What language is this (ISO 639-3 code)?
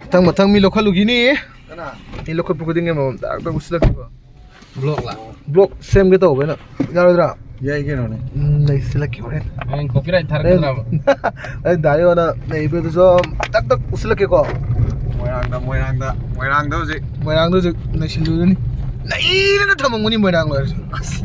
mni